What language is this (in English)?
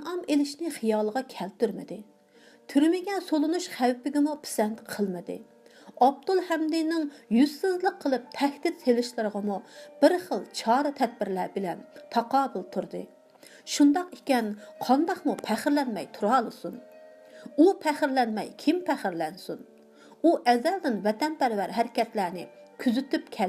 Uyghur